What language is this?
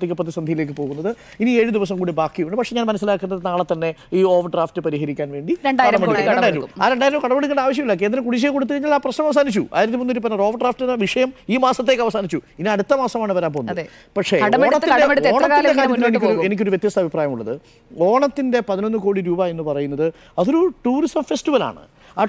Malayalam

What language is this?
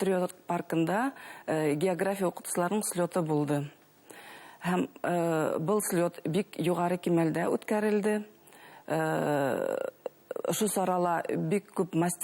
Bashkir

